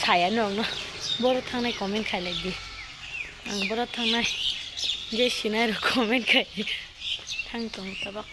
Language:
Kok Borok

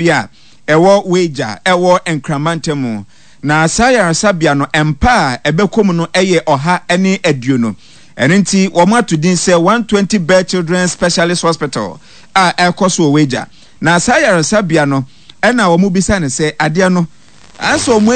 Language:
Akan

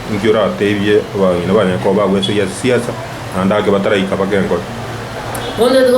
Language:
Gusii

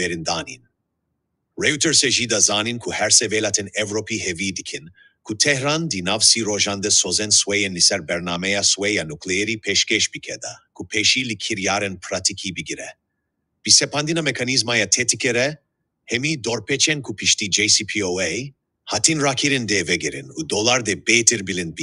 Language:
Kurdish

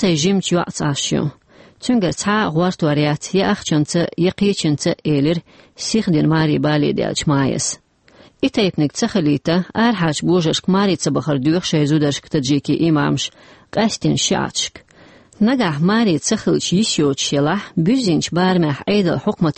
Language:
Chechen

